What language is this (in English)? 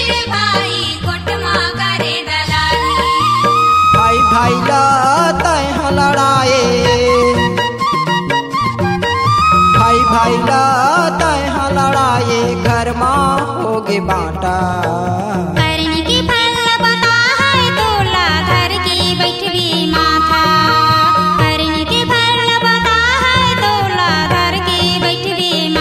Chhattisgarhi